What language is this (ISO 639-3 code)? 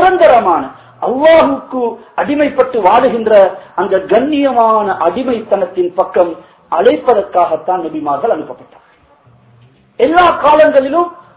tam